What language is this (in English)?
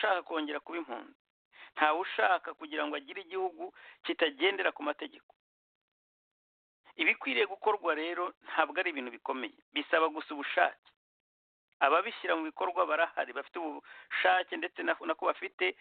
Kinyarwanda